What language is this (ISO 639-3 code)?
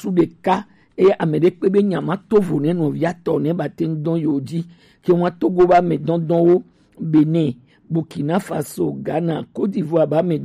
gej